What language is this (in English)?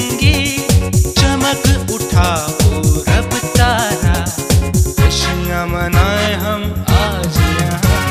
Hindi